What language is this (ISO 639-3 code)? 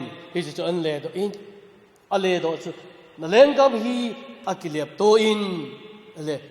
tcz